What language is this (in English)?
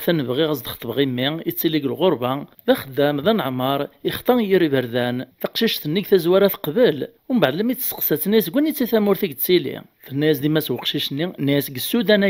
Kabyle